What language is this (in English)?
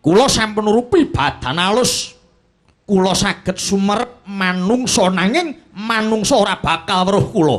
Javanese